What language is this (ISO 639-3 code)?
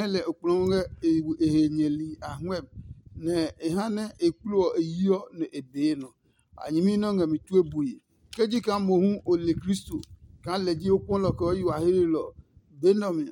ada